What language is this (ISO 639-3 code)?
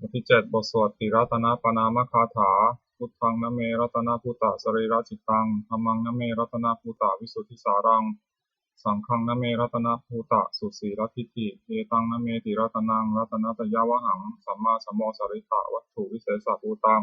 pli